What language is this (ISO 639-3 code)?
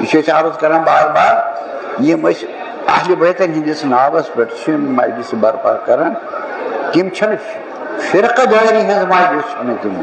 kas